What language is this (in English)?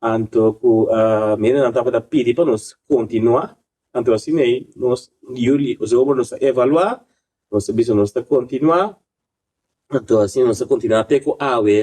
Papiamento